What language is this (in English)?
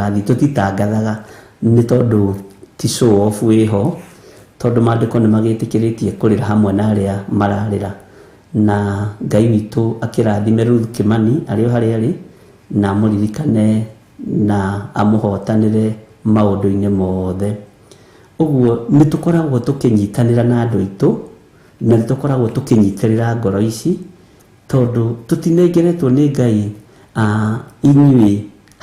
Kikuyu